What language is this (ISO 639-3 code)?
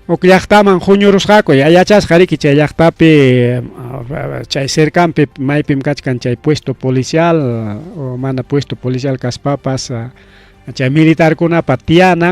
quy